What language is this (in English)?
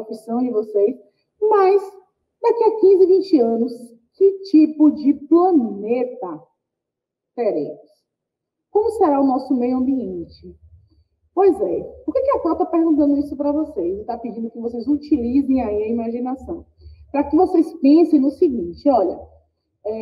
Portuguese